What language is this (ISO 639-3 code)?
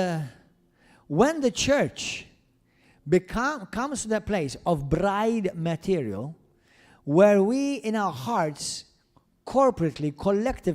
eng